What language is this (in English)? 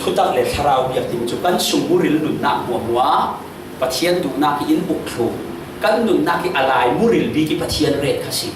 Falam Chin